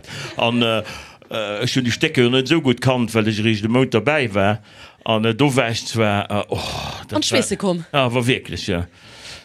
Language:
Luxembourgish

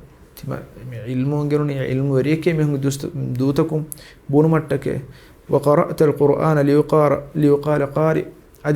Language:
Divehi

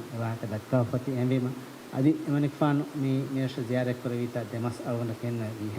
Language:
Divehi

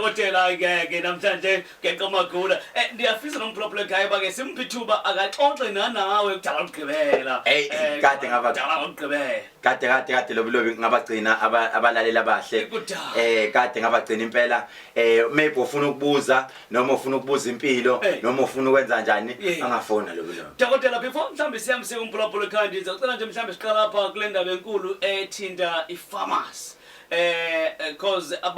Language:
Zulu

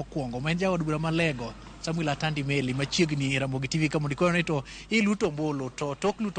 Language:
Luo (Kenya and Tanzania)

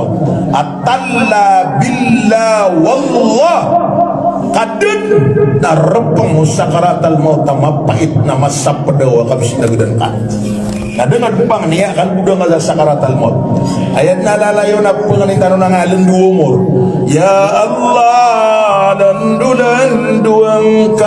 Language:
Maranao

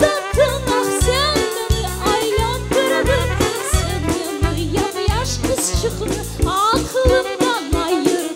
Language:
Crimean Tatar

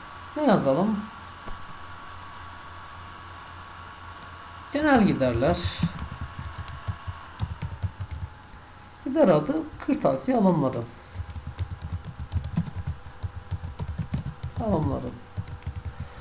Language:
Turkish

